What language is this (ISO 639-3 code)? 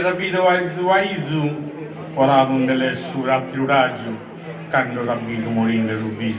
srd